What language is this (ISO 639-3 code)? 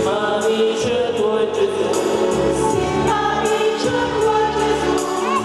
nap